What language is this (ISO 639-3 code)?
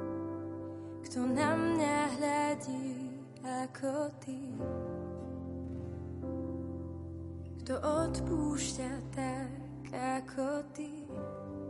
slk